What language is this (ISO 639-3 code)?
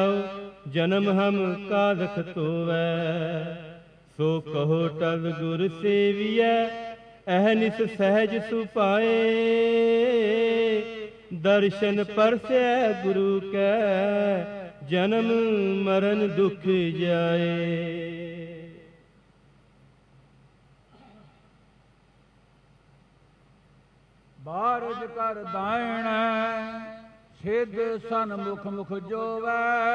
pan